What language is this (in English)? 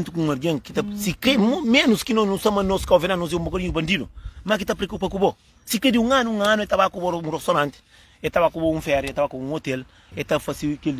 Kabuverdianu